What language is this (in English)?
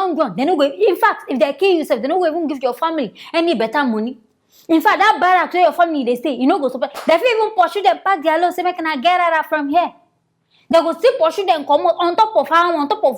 Nigerian Pidgin